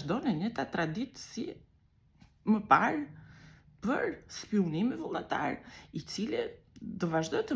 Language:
Albanian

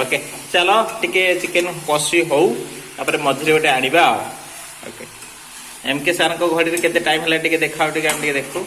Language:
Odia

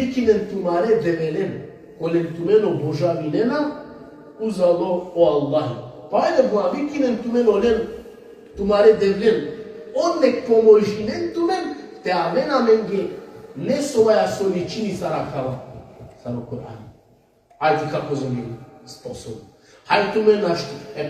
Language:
Balkan Romani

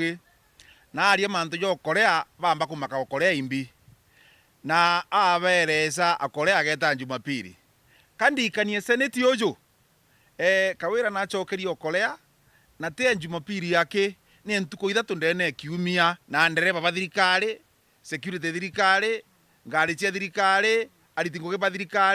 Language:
Meru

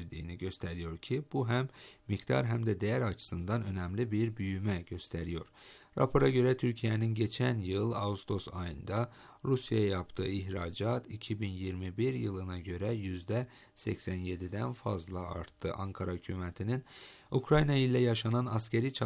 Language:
Turkish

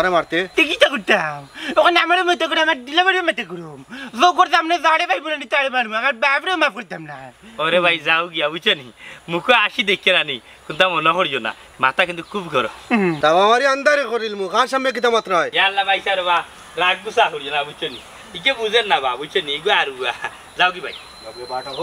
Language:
Sylheti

